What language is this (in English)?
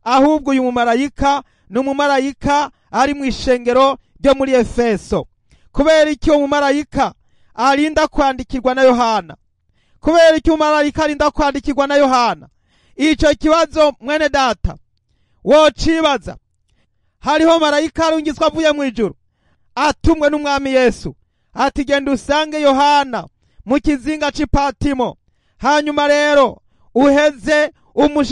Rundi